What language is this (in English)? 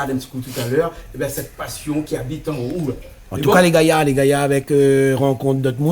Réunion Creole French